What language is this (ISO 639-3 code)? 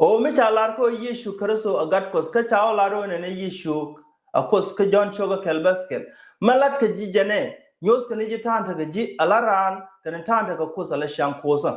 nus